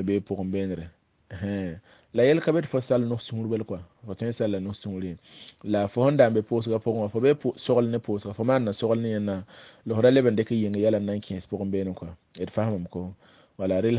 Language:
Mossi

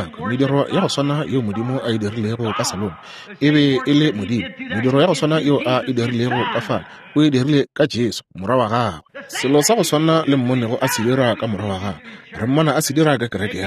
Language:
Northern Sotho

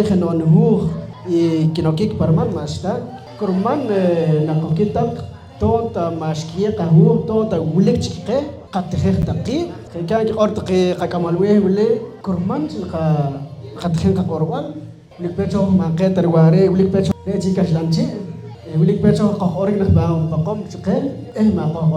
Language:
Poqomchi'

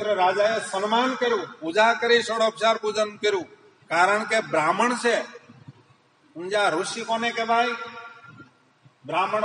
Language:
Gujarati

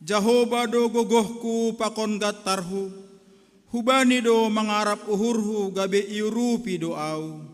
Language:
Batak Simalungun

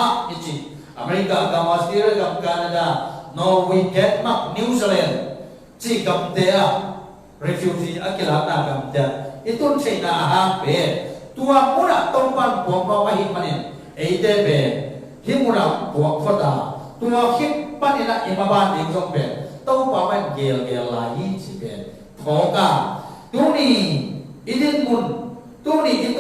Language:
Tedim Chin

